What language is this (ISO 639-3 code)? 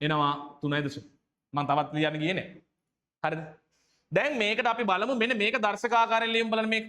sin